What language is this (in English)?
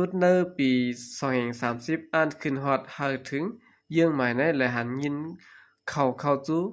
Shan